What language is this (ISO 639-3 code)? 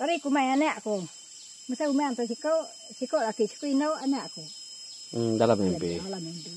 iba